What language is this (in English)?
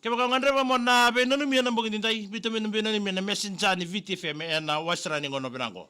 Fijian